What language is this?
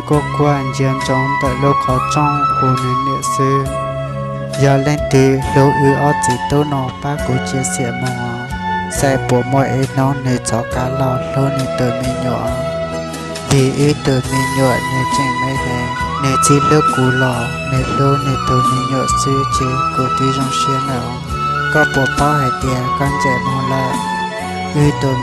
Hmong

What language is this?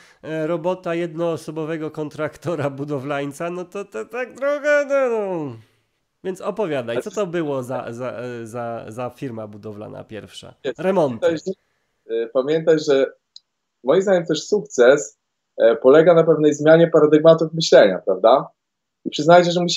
Polish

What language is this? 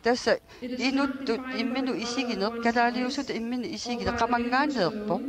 Kalaallisut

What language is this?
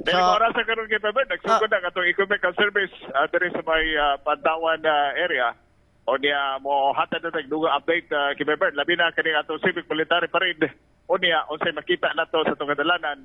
Cebuano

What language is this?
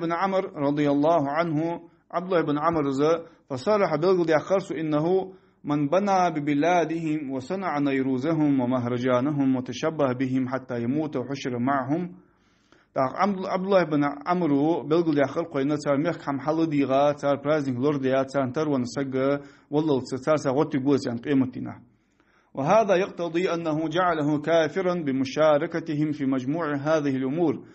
Ingush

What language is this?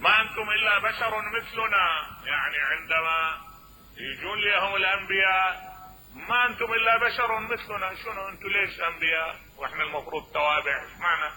Mesopotamian Arabic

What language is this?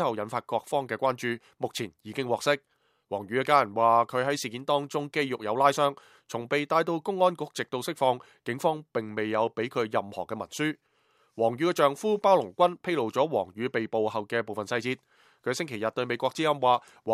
Cantonese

